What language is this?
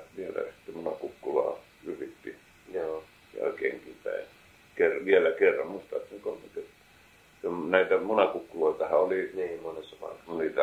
Finnish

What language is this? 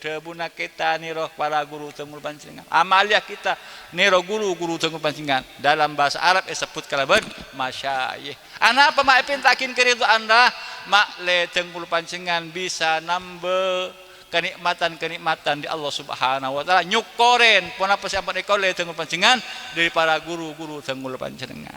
Madurese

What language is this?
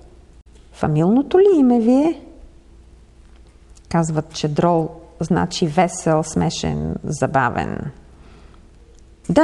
Bulgarian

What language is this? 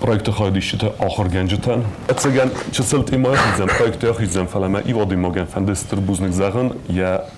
Ossetic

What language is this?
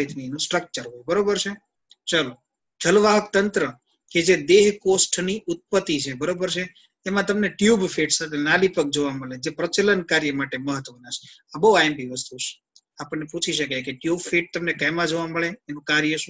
Gujarati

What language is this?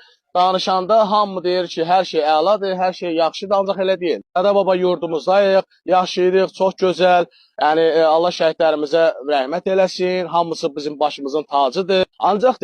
Azerbaijani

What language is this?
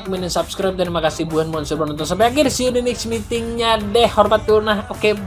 Banjar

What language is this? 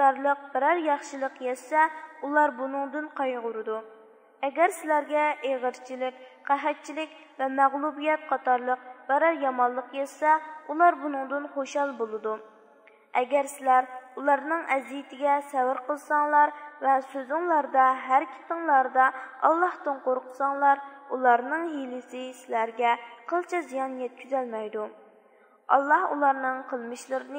Uyghur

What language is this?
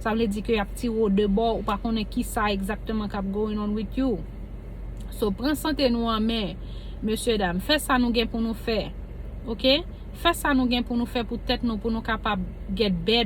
Haitian Creole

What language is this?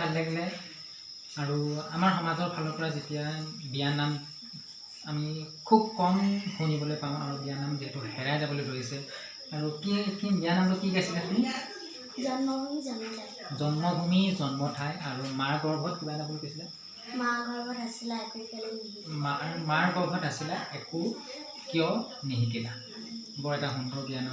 Assamese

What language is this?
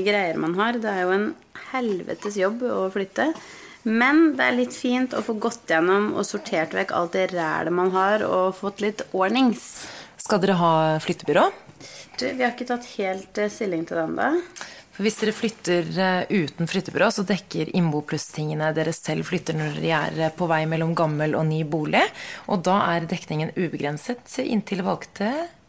Norwegian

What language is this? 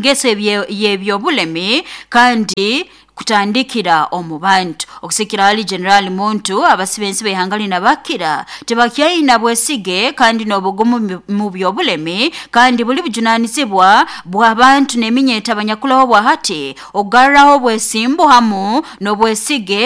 Nyoro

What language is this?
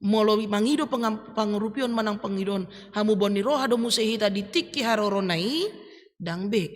Batak Toba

